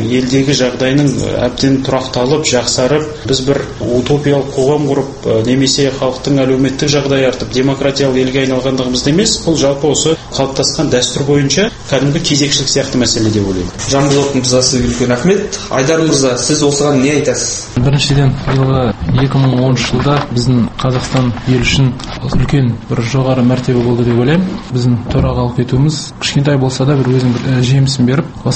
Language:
Kazakh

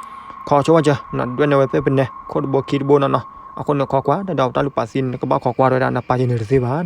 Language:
S'gaw Karen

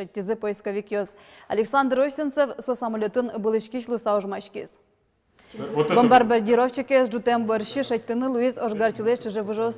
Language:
Udmurt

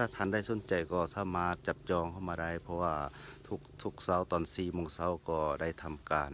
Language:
Lao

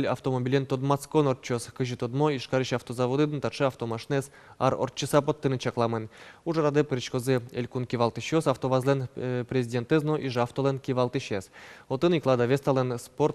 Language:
Udmurt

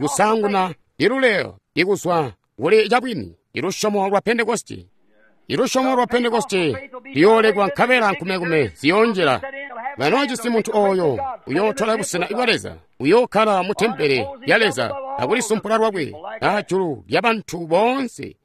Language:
Tonga (Zambia)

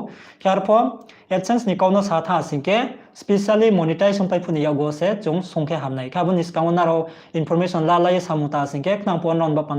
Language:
Riang (India)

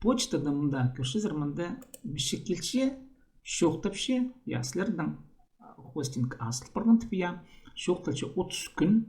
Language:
Khakas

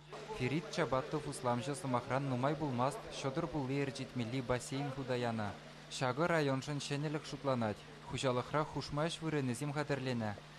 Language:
Chuvash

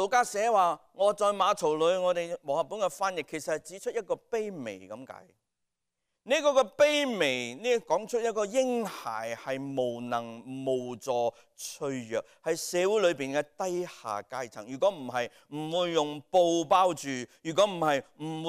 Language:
Cantonese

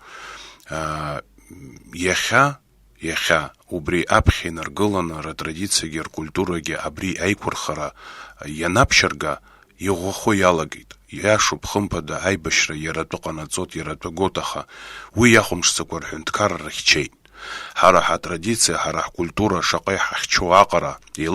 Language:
Abkhazian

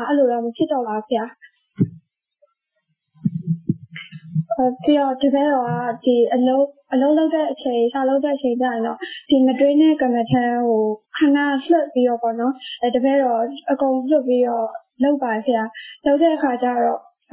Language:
Burmese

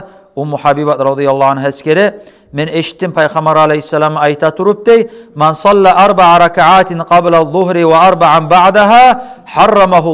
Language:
Kumyk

